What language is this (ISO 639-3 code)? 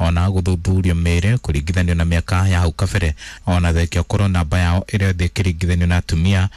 kik